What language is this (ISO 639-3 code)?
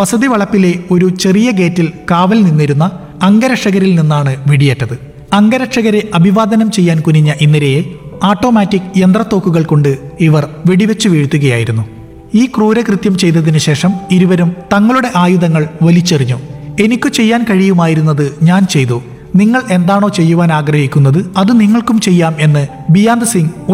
mal